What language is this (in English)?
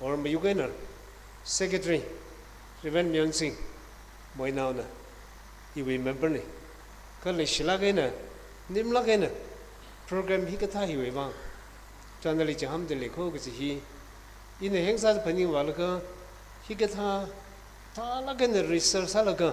Tangkhul Naga (India)